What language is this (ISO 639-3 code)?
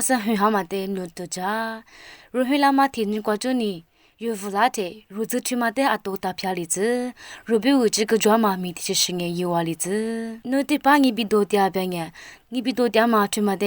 lis